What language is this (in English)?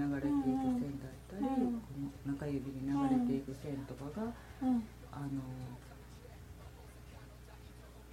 Japanese